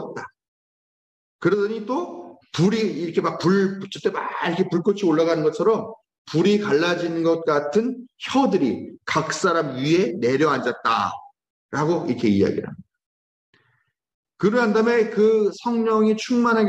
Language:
Korean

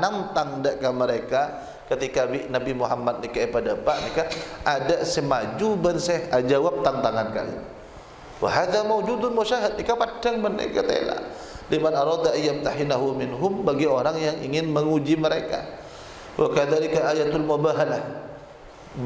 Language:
Madurese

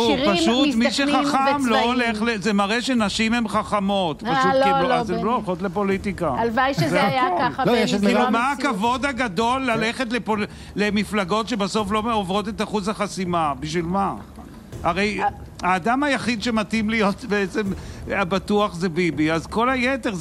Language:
Hebrew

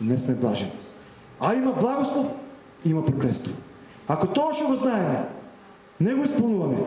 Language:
Macedonian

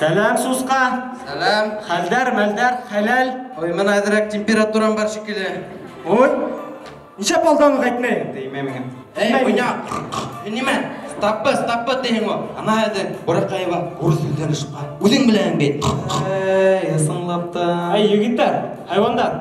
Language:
Bashkir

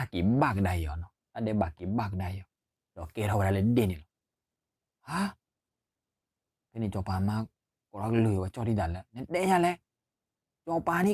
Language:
S'gaw Karen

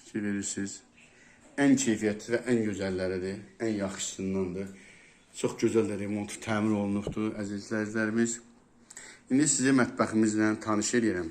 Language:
Azerbaijani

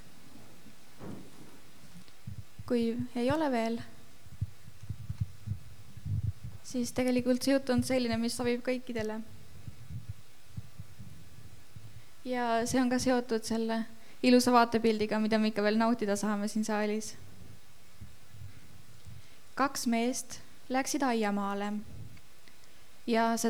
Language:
Estonian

